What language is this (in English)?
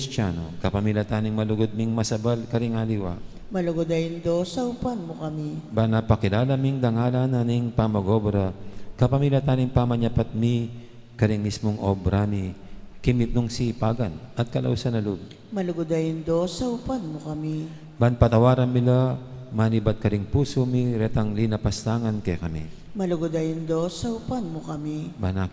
Pampanga